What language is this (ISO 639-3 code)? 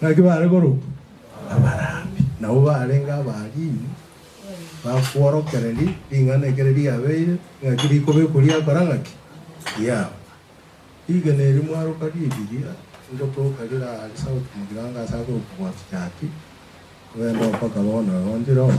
guz